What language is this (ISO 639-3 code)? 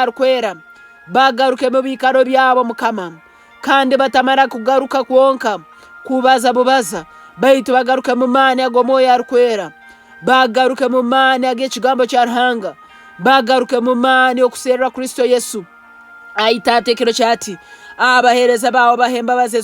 nyn